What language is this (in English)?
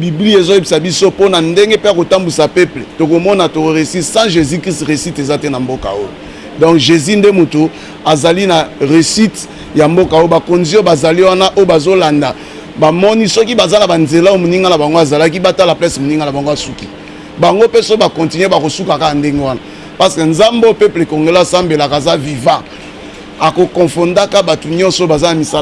Lingala